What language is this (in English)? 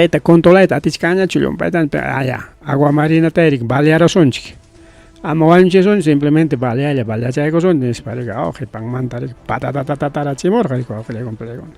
Ayacucho Quechua